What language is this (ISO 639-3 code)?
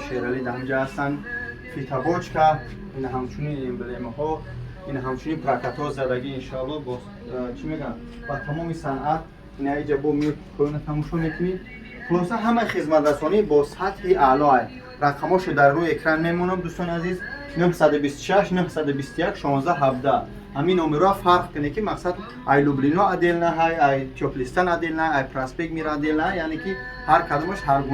tgk